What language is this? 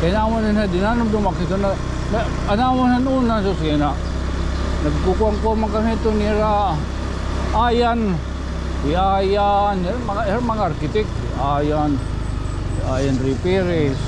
Waray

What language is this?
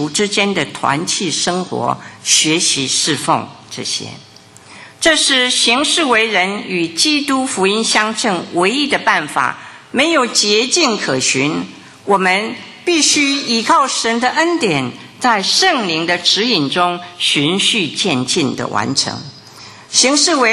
Chinese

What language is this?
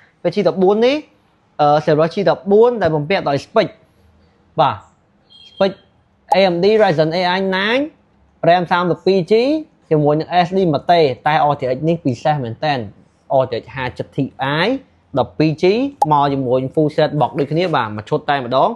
Khmer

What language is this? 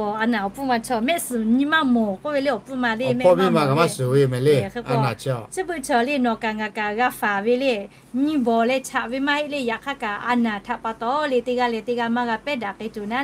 Lahu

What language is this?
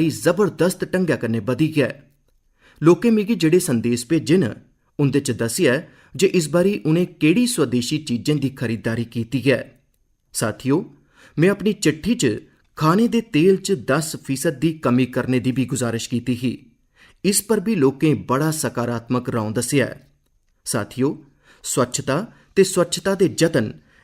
Dogri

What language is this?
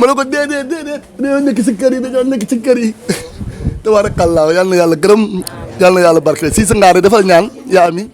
Wolof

